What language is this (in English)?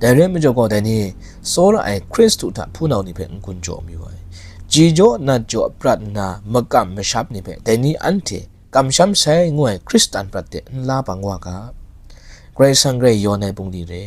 Kachin